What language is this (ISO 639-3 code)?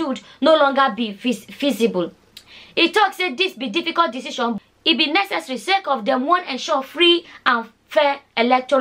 pcm